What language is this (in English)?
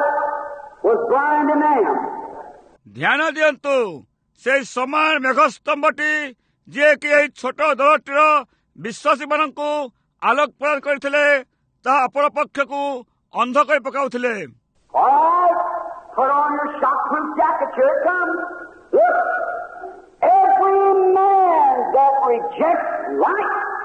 Odia